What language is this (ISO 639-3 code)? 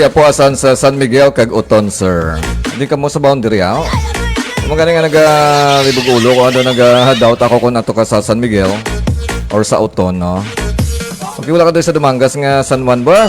hil